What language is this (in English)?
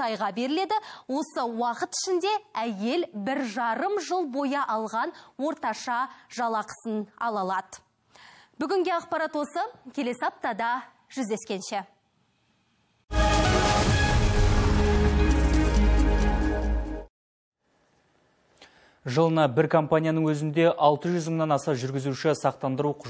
Kazakh